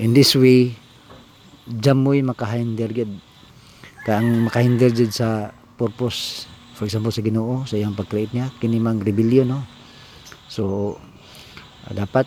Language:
Cebuano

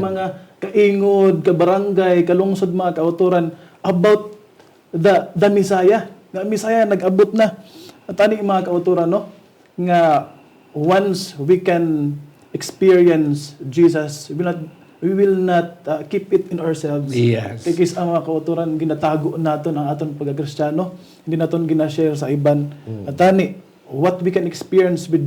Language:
Hiligaynon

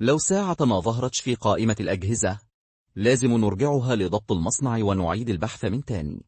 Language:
Egyptian Arabic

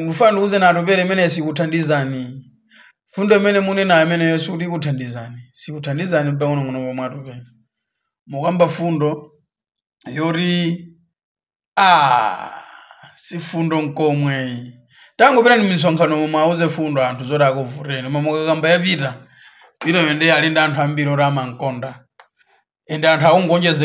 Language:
Nyanja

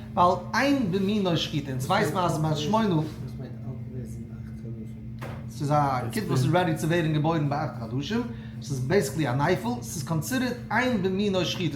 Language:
Yiddish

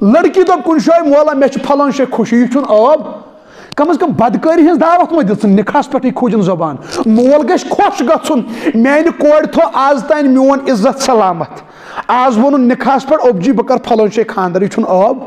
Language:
Kashmiri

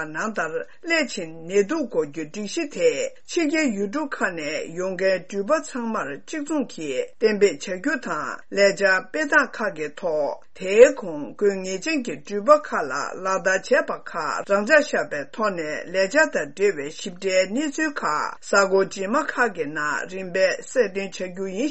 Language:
Tibetan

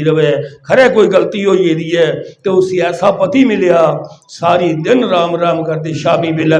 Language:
Dogri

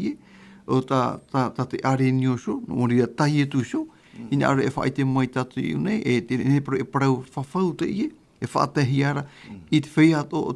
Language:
Tahitian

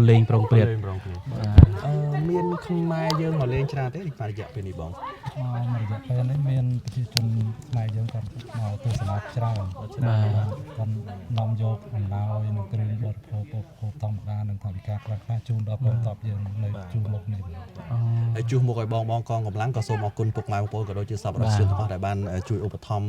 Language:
Khmer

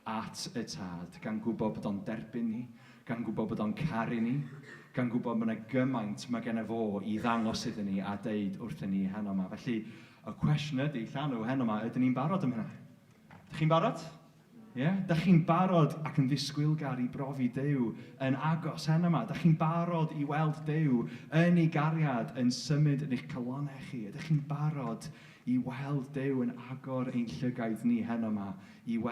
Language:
Welsh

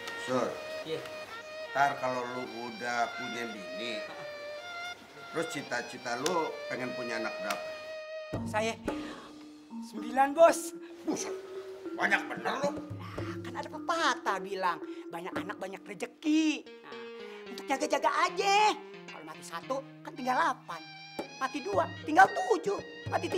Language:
Indonesian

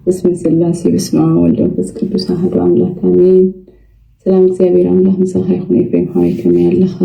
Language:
Tigrinya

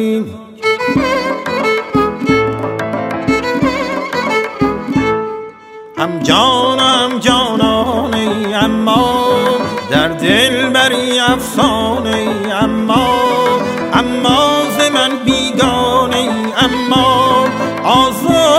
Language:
Persian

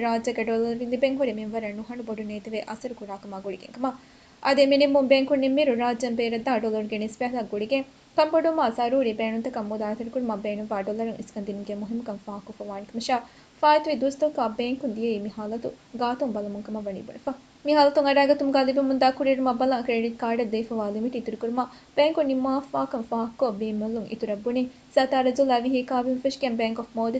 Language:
Divehi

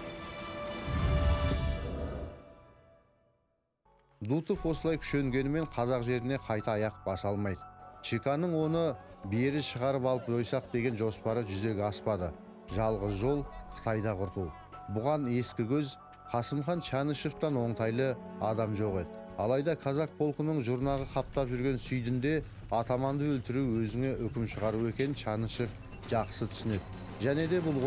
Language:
Kazakh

